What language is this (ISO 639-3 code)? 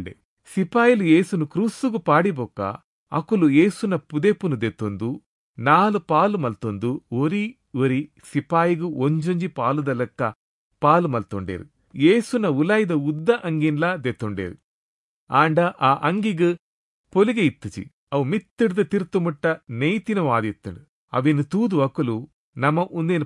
tcy